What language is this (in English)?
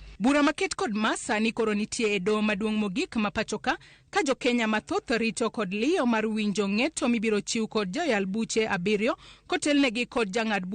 Luo (Kenya and Tanzania)